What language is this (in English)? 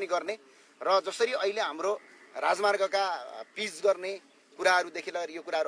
Nepali